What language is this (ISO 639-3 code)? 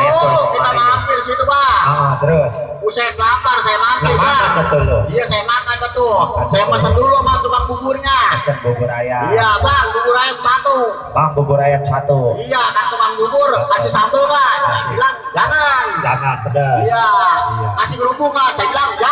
bew